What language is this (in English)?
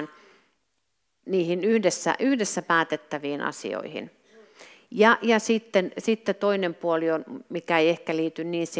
Finnish